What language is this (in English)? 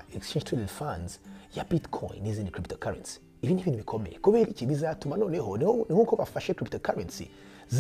Kinyarwanda